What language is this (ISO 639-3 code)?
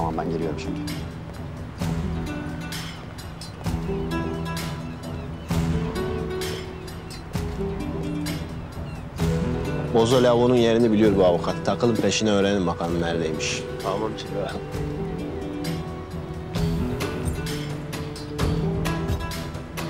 tur